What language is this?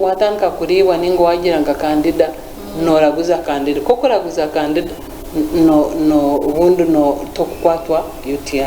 Nyankole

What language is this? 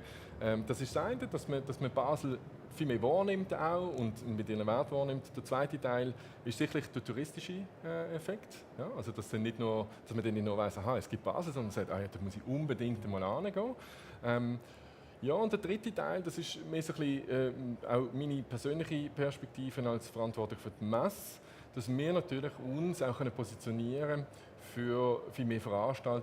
Swiss German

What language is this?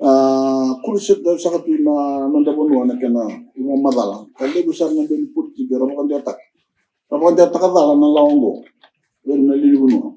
Fijian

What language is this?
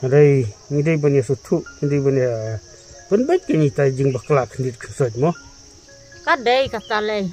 Khasi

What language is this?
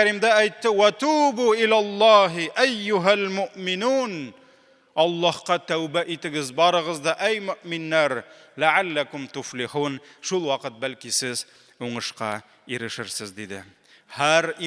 Tatar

